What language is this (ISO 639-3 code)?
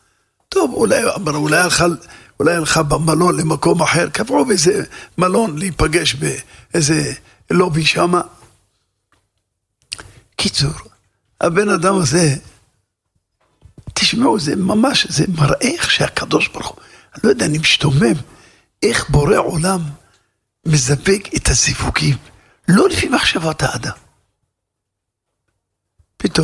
heb